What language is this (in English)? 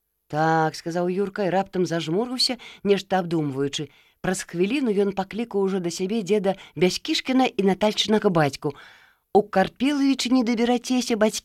Belarusian